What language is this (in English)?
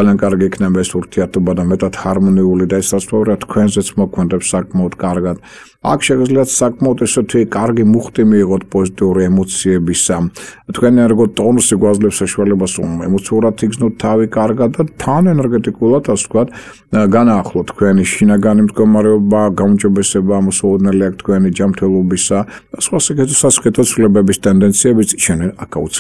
Georgian